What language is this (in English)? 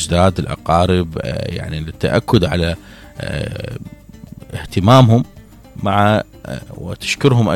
Mesopotamian Arabic